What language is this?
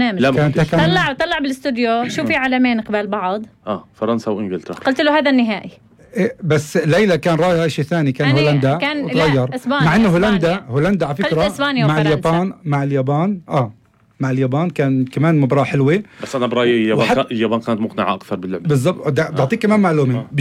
North Levantine Arabic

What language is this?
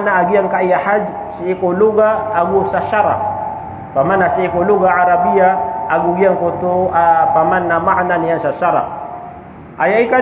Maranao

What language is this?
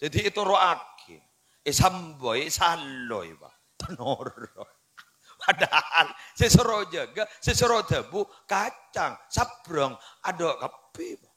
Madurese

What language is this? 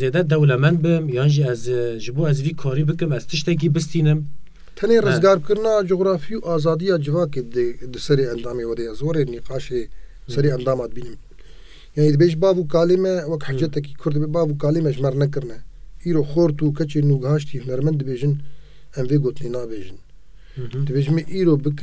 Kurdish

